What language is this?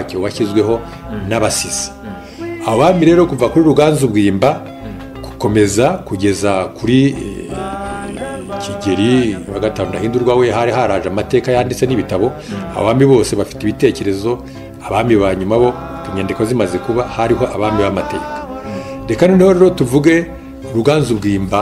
Kinyarwanda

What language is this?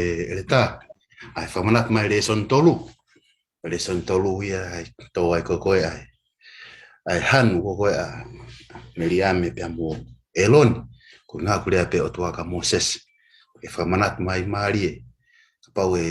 Tongan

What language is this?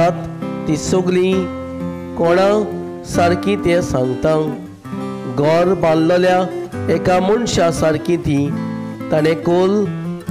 Konkani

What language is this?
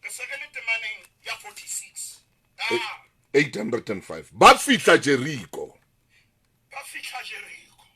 Southern Sotho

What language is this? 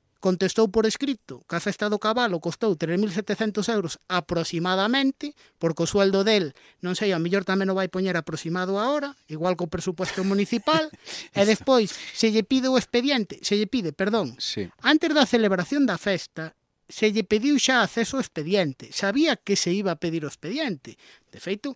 Galician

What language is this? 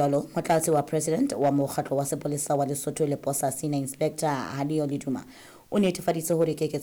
Southern Sotho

